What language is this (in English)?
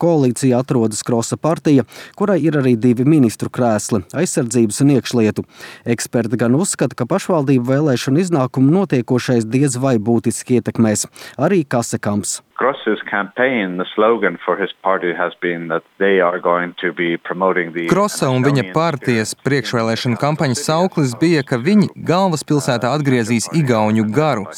Latvian